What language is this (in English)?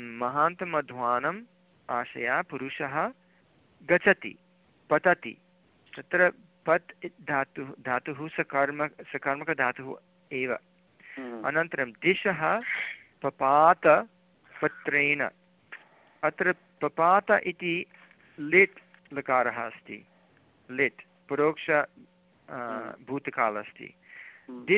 Sanskrit